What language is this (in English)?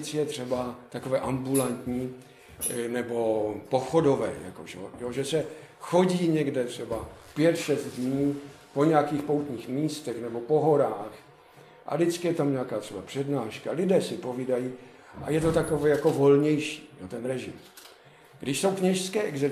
Czech